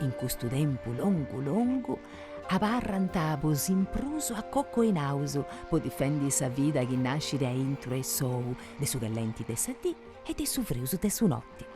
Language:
Sardinian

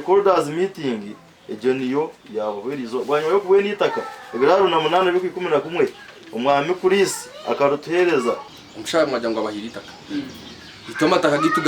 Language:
Nyankole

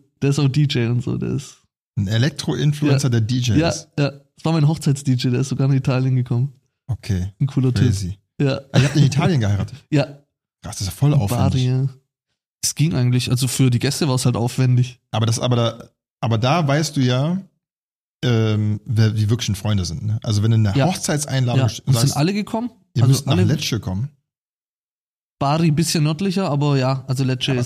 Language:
German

